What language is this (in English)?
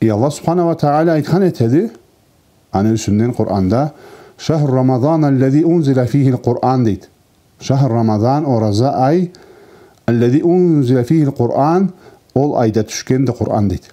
Karachay-Balkar